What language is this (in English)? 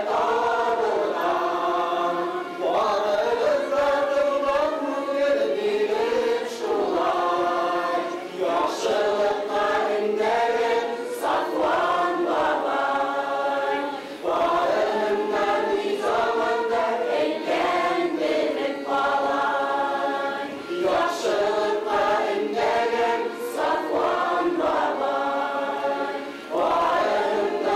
Bashkir